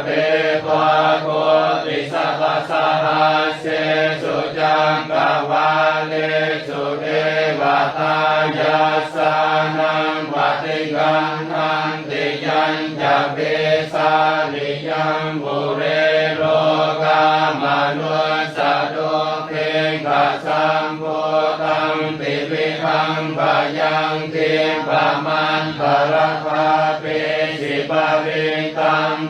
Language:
Pali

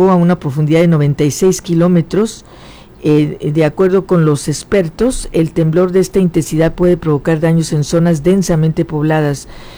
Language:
Spanish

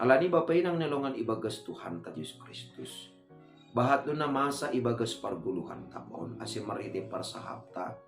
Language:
Batak Simalungun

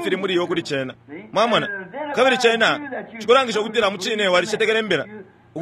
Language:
Bemba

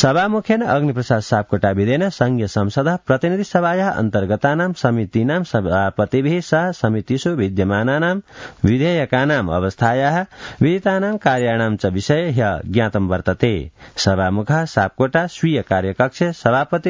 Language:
Sanskrit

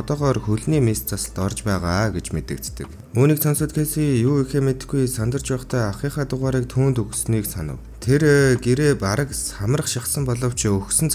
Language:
Mongolian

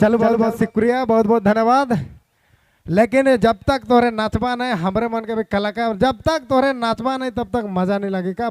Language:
Sadri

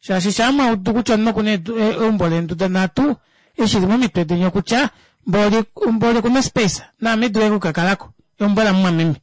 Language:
Kuanyama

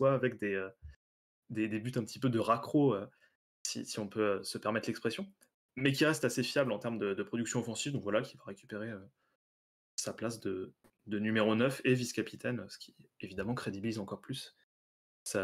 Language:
French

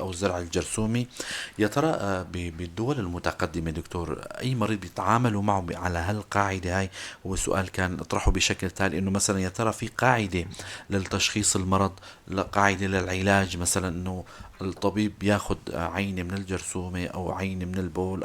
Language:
North Levantine Arabic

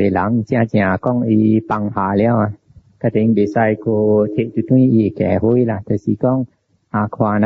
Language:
Min Nan Chinese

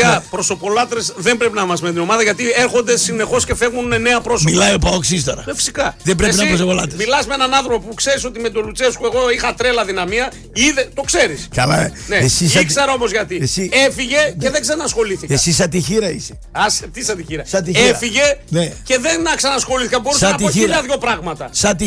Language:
Greek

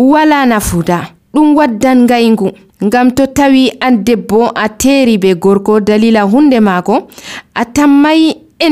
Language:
Nigerian Fulfulde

